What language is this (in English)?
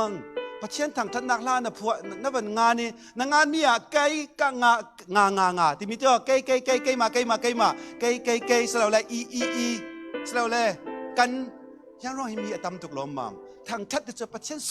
Falam Chin